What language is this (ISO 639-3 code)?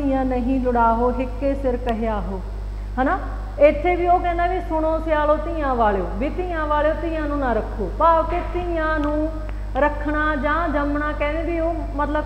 pan